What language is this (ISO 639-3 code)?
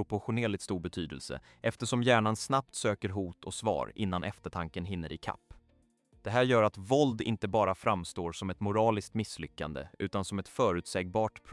swe